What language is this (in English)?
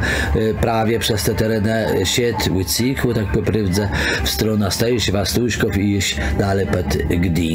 Kashubian